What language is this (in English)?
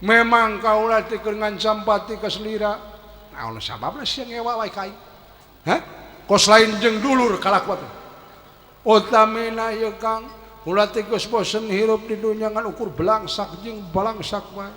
Sundanese